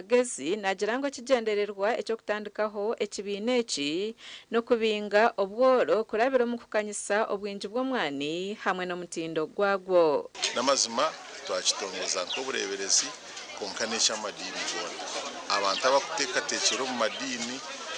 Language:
Nyankole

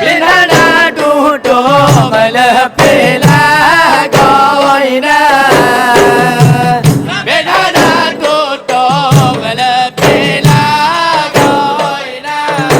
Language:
Achinese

